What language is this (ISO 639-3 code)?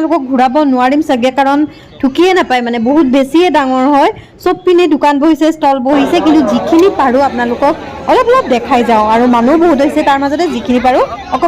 asm